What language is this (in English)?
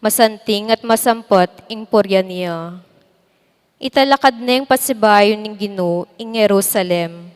Pampanga